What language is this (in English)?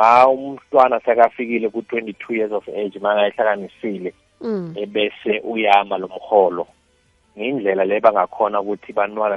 South Ndebele